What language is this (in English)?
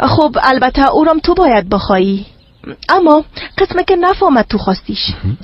Persian